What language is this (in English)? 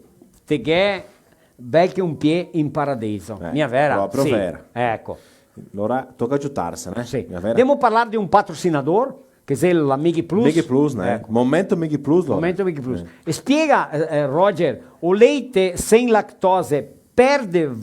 Venetian